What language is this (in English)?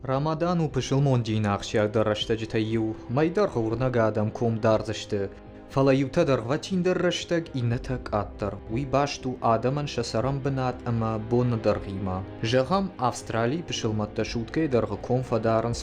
Ossetic